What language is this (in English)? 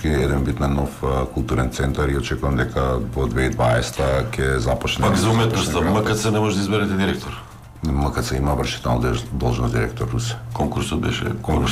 Macedonian